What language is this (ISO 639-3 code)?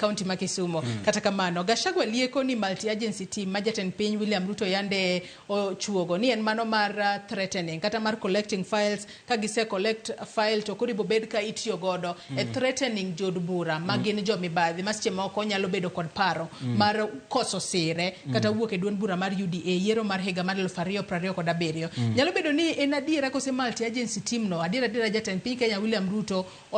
luo